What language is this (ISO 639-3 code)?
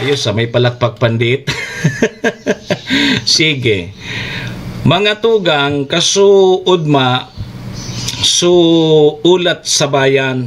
bik